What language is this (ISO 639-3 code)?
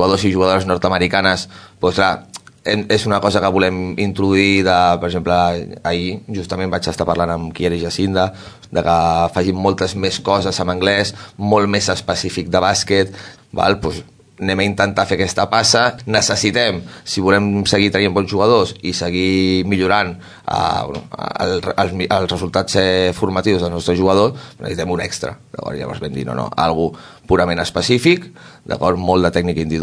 cat